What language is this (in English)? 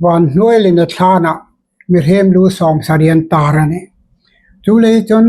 Hmar